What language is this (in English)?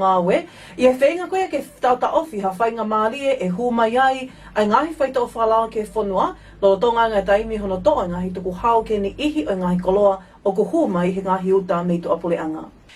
Tongan